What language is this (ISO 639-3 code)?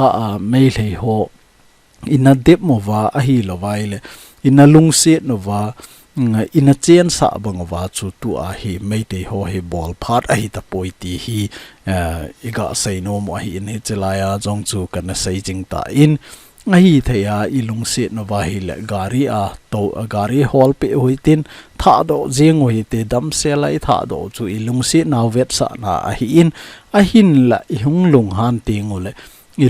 tcz